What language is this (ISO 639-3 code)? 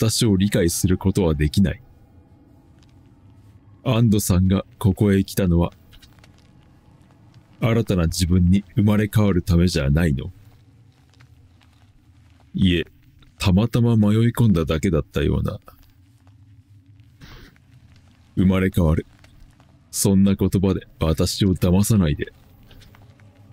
jpn